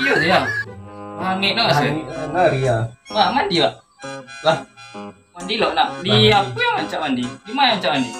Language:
Minangkabau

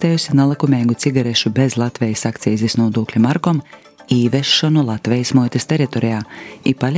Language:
Latvian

